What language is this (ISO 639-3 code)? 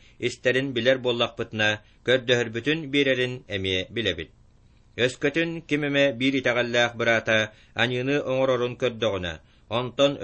sah